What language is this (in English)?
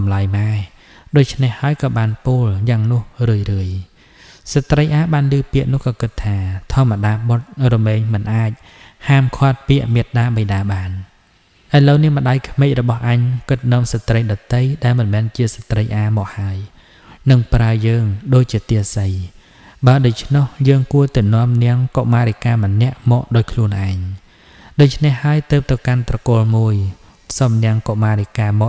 Khmer